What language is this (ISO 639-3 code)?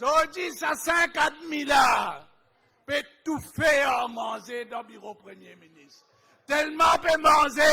mfe